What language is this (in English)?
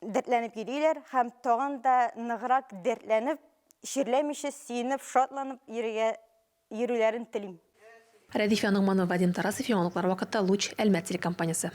Tatar